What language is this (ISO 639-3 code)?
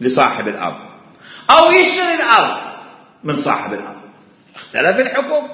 acm